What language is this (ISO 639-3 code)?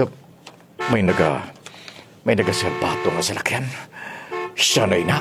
krj